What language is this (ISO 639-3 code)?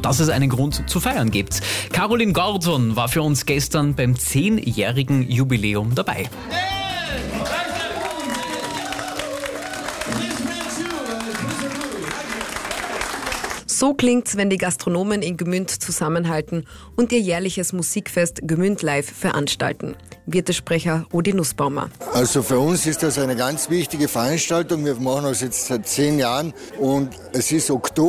deu